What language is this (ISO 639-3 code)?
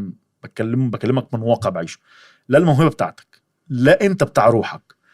arz